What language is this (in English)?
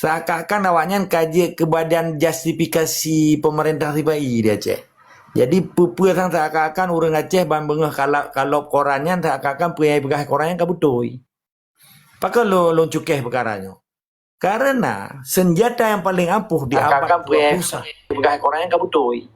Achinese